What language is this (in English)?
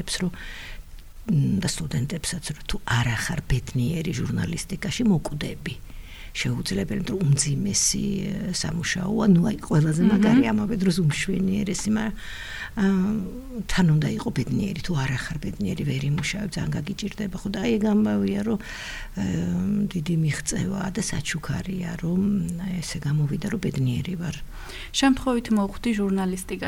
Georgian